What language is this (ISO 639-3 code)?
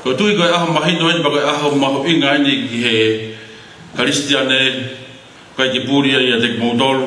ton